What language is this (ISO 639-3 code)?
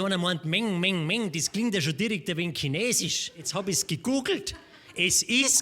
bar